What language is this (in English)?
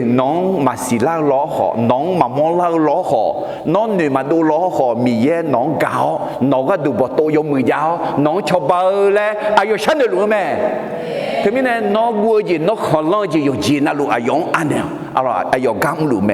Akha